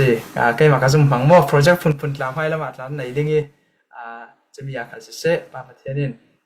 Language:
Falam Chin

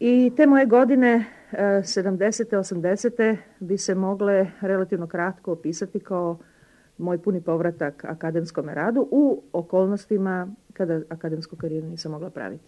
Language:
Serbian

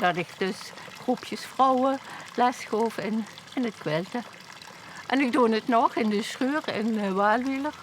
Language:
Limburgish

